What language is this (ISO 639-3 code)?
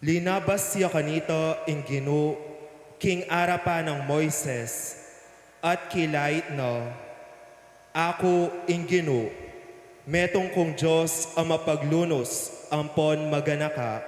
pam